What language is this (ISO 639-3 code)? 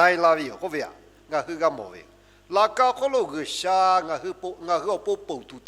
lhu